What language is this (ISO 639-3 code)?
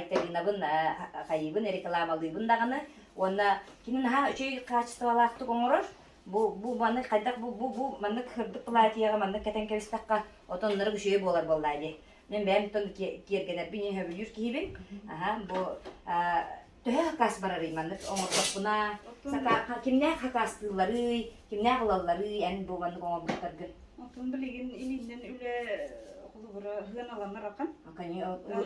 sah